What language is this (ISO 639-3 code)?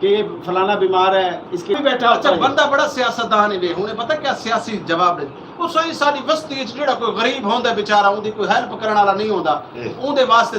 skr